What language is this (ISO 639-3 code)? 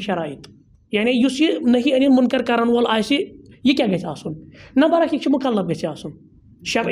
kas